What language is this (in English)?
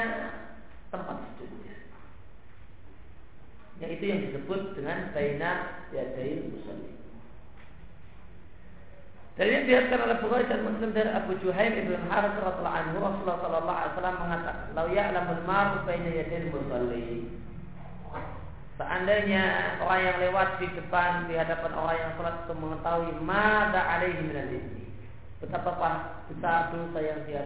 Indonesian